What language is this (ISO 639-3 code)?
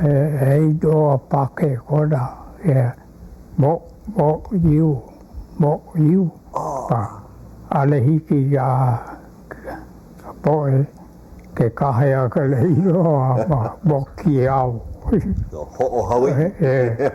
haw